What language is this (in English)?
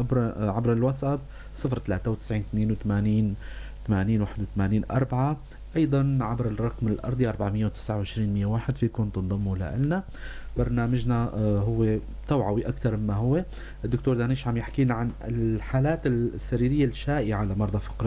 North Levantine Arabic